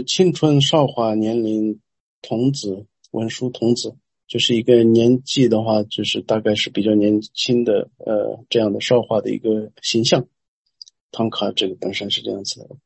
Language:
Chinese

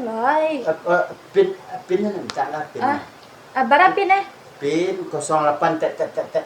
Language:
Minangkabau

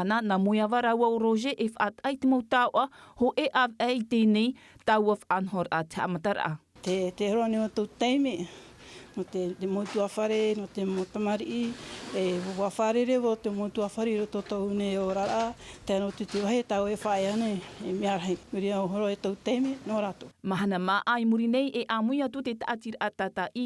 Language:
Tahitian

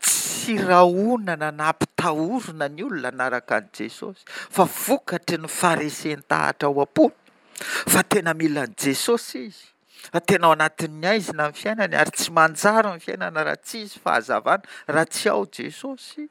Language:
Malagasy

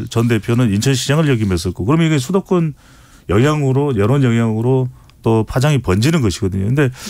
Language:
Korean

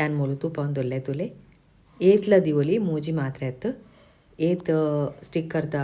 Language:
Tulu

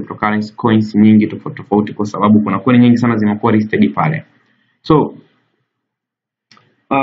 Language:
Swahili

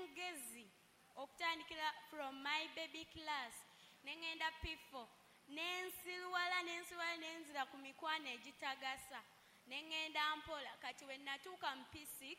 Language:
Ganda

